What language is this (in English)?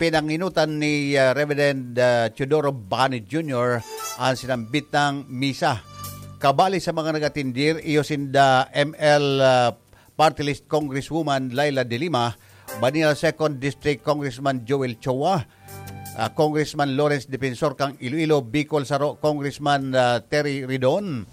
Bikol